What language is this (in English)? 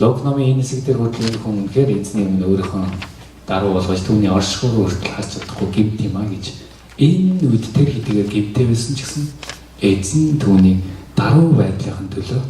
Mongolian